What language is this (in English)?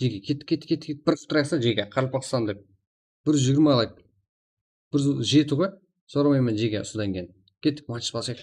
Kara-Kalpak